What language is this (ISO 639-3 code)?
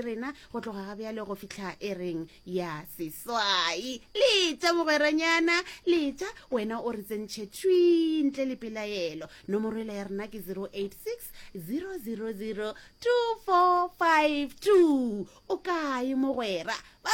nso